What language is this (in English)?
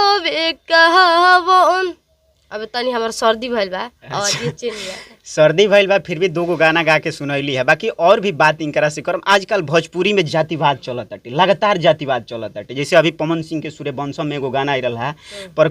Bhojpuri